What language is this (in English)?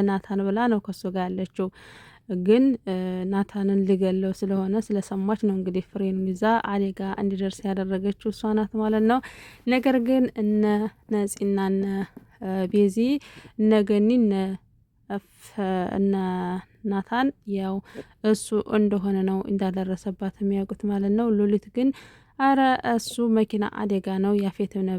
Amharic